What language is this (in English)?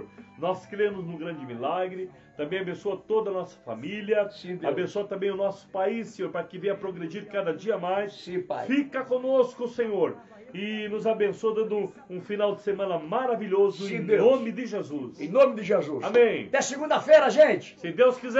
Portuguese